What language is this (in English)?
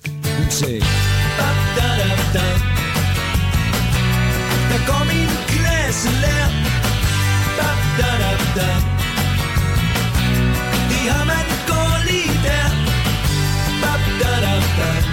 Danish